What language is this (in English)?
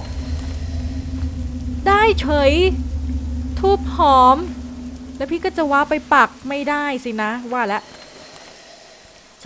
Thai